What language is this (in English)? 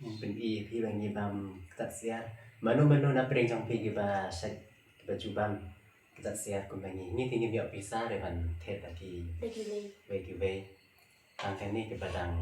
Khasi